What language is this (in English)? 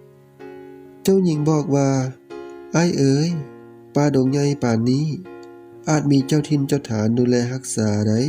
Lao